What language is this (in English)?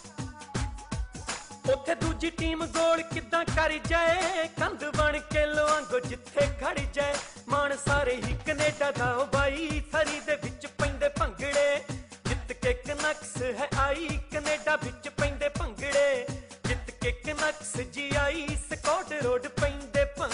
Punjabi